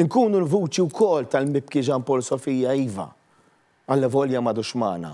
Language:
Maltese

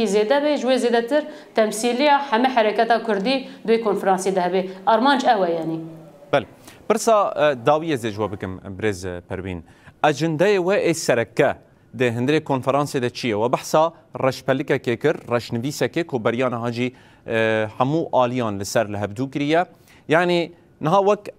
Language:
Kurdish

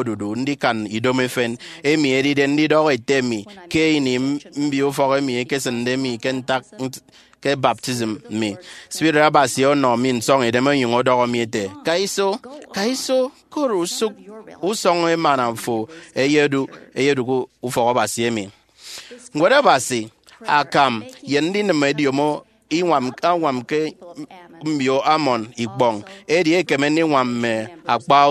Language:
Efik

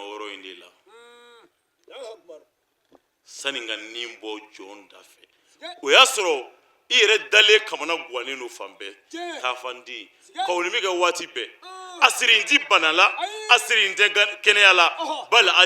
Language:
Bambara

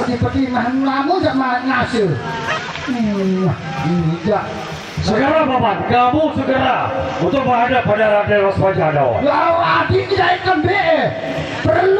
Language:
Sasak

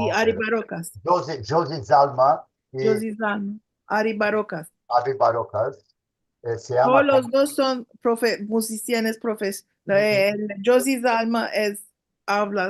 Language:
Ladino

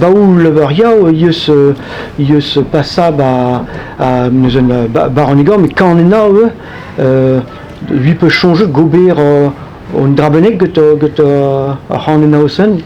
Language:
Breton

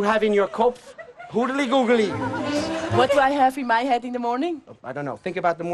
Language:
Western Frisian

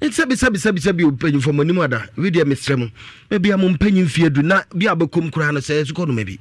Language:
Akan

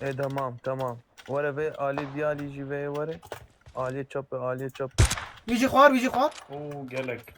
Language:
Kurdish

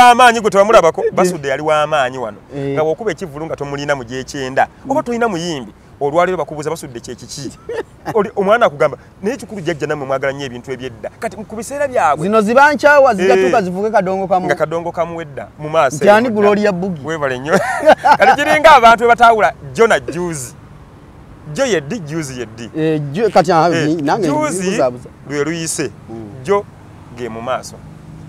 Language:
Ganda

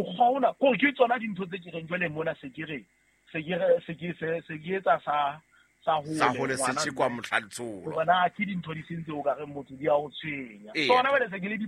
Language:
Southern Sotho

